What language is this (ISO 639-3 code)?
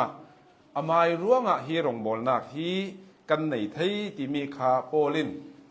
cnh